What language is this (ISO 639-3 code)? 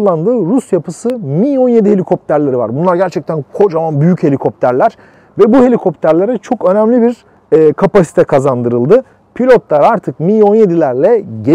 tur